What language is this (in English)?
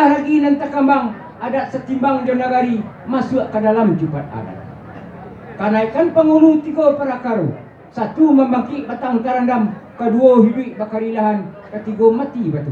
Minangkabau